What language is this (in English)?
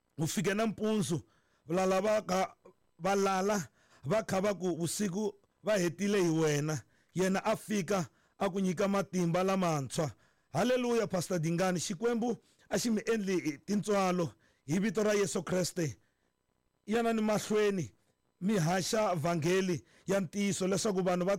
Tsonga